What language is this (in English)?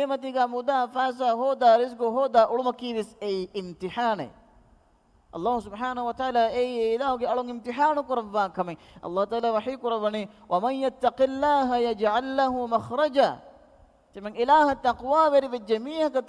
Divehi